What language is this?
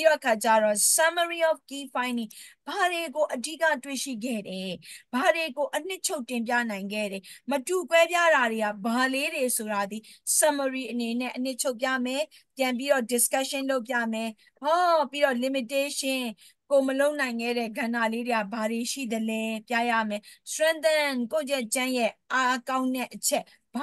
Burmese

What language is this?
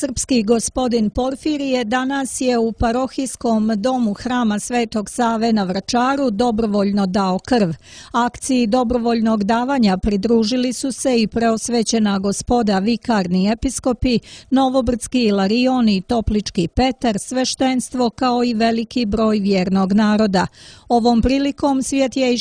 Serbian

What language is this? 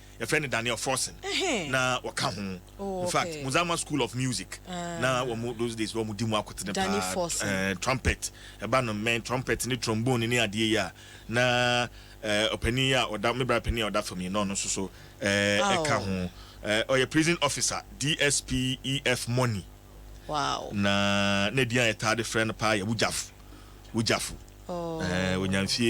Akan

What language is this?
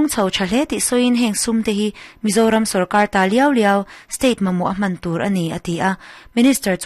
Mizo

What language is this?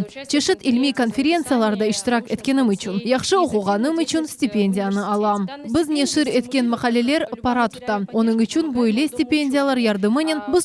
Crimean Tatar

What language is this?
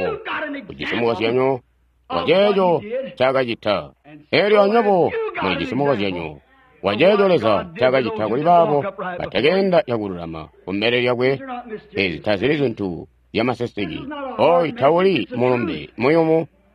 Tonga (Zambia)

